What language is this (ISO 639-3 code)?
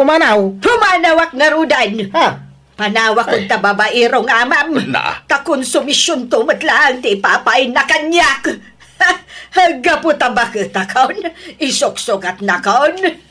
ilo